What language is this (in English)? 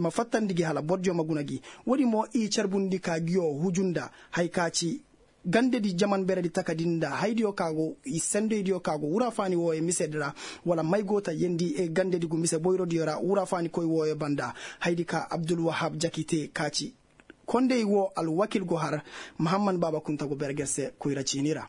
Koyraboro Senni